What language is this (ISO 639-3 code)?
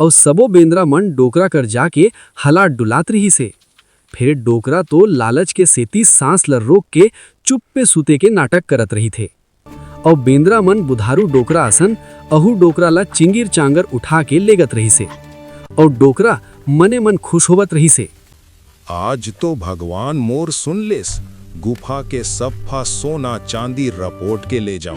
hne